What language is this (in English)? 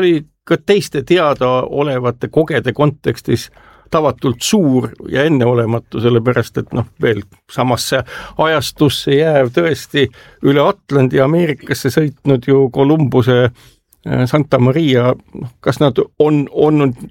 Estonian